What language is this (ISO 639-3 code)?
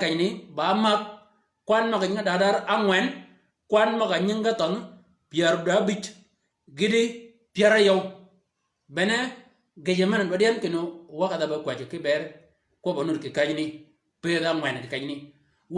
shk